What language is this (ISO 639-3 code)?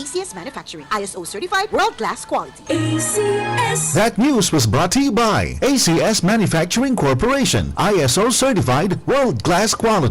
bik